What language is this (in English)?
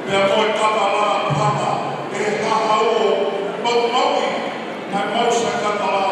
Tongan